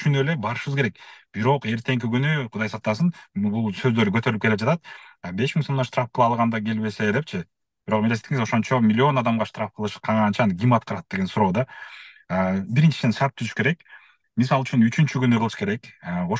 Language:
Kyrgyz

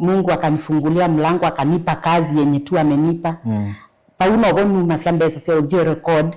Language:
Kamba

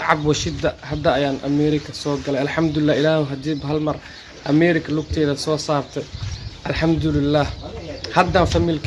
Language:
Somali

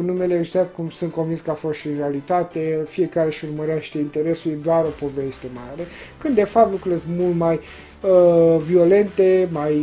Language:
Romanian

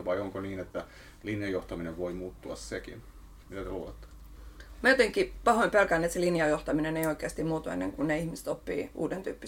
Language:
Finnish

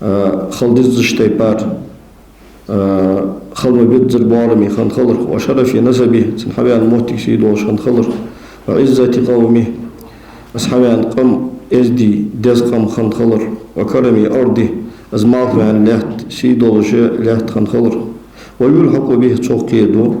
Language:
Ingush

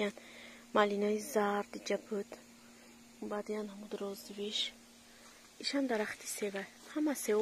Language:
Tajik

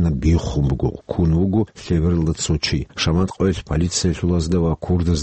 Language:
Avaric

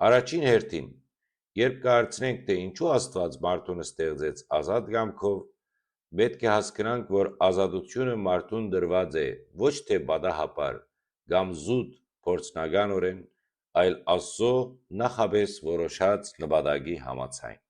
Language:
Western Armenian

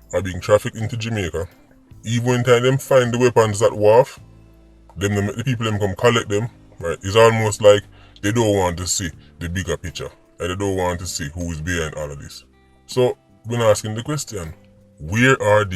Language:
Jamaican Creole English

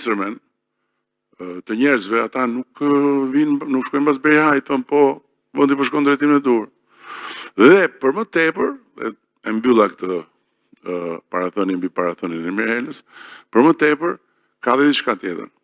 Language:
Albanian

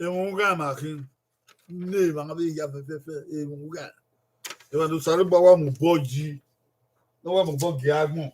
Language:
Bini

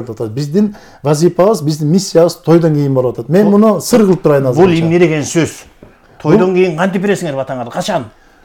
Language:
Kyrgyz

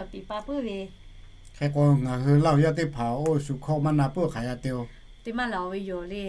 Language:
Lahu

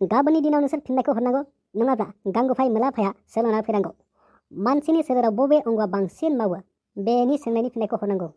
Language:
Bodo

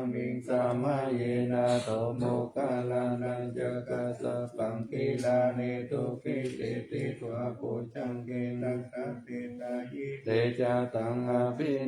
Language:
Pali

